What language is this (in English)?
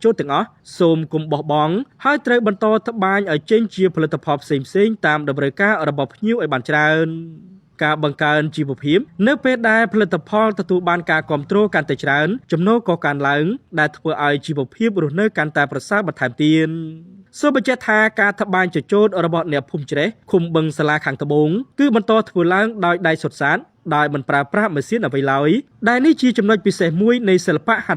Khmer